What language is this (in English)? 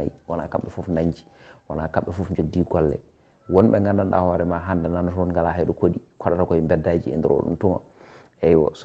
Fula